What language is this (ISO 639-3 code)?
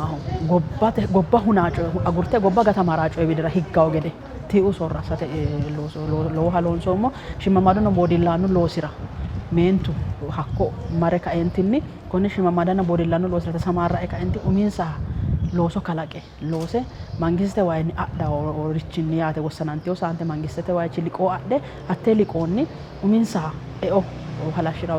sid